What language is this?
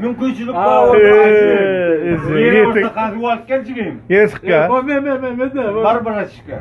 Turkmen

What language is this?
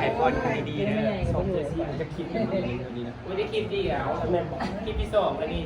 Northeastern Thai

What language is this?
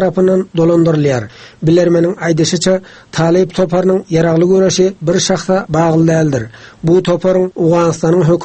Turkmen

